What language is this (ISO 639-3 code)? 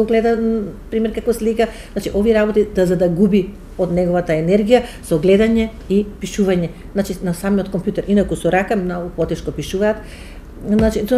mkd